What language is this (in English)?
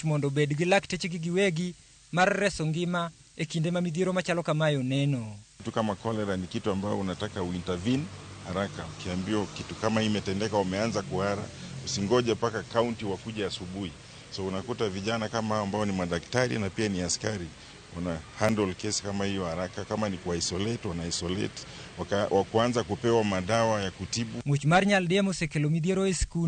Luo (Kenya and Tanzania)